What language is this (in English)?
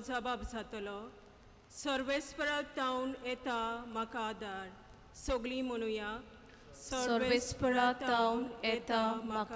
Konkani